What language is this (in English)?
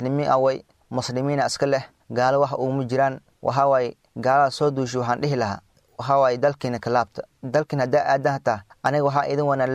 Somali